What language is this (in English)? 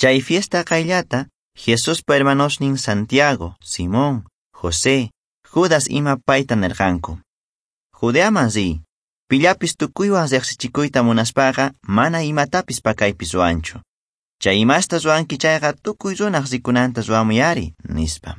South Bolivian Quechua